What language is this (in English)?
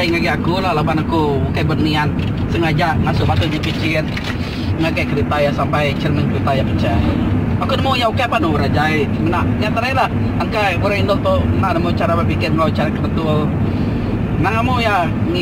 Iban